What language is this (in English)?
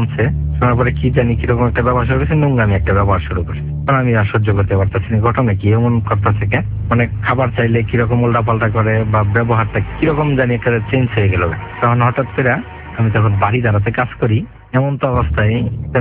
Bangla